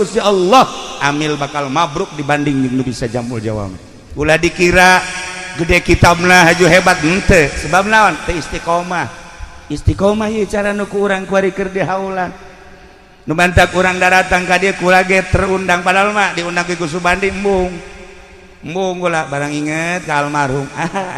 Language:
Sundanese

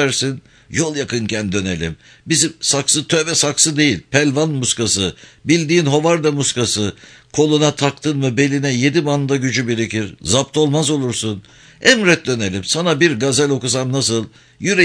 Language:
Turkish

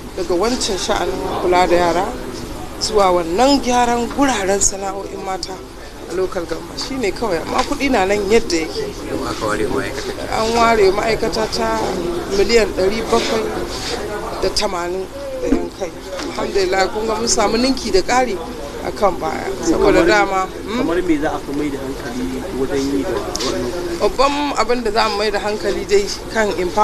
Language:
Hausa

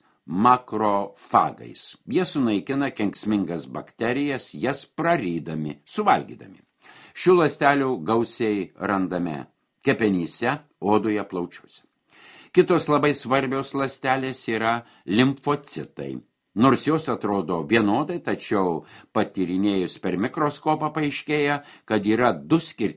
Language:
Lithuanian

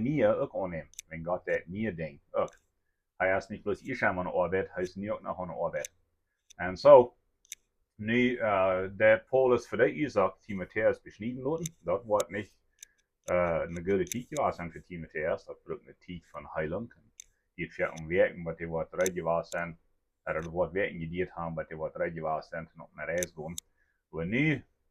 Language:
Plautdietsch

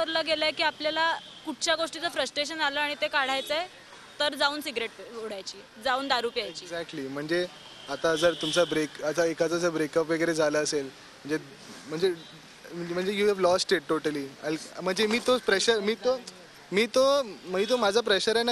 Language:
Marathi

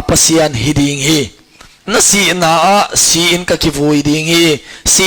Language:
Tedim Chin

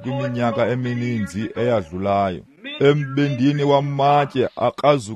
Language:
Xhosa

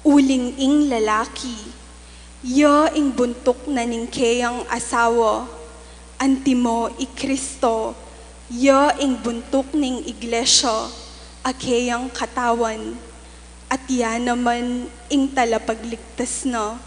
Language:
Pampanga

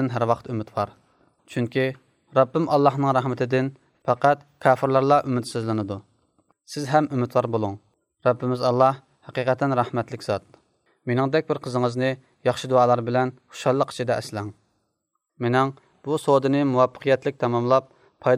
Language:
Uyghur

